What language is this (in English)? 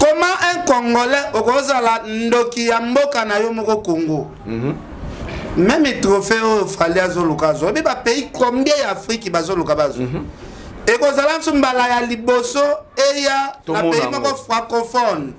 Lingala